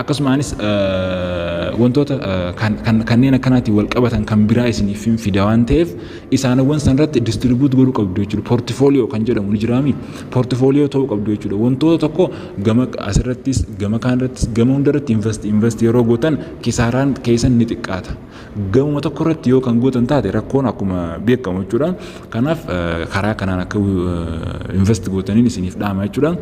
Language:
Oromo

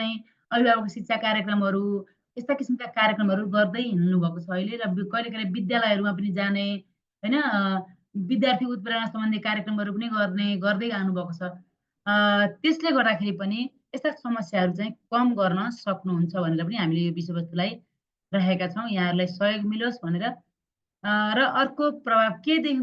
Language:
Nepali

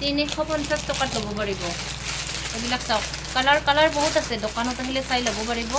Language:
Assamese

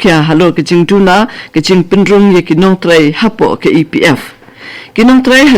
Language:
Khasi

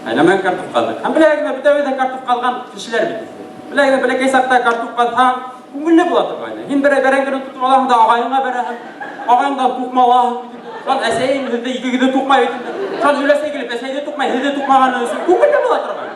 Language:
Bashkir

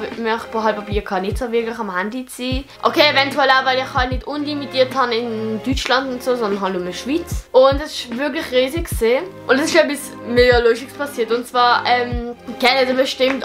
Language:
Swiss German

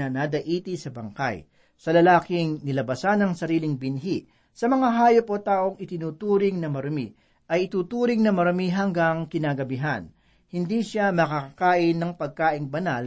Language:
Filipino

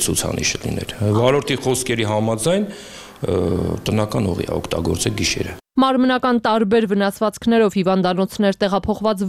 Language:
Armenian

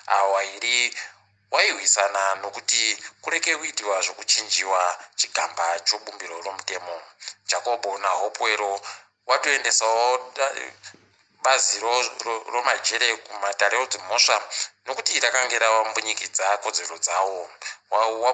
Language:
Ndau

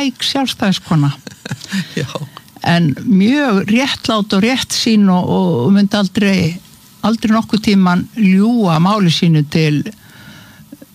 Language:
Icelandic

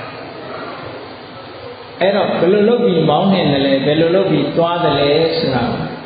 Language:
Burmese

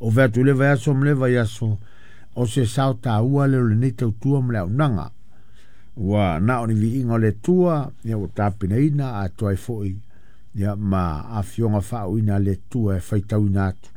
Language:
Samoan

